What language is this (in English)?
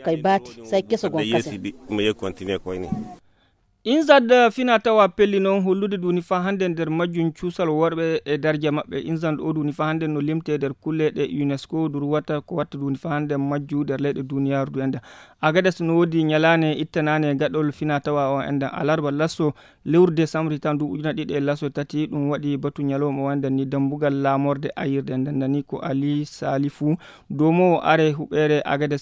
Fula